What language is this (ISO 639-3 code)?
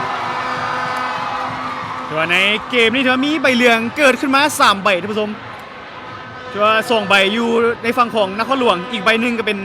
lao